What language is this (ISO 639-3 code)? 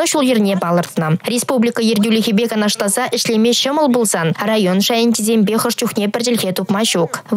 chv